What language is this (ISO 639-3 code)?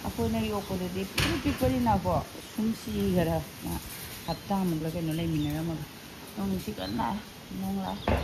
mni